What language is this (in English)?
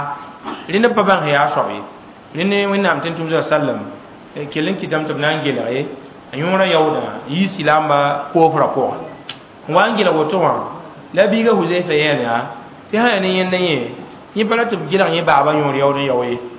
Mossi